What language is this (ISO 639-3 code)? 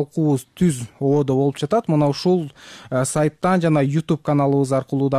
kir